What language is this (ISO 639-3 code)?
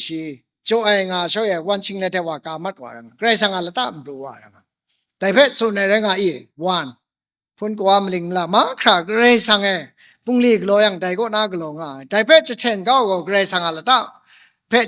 kac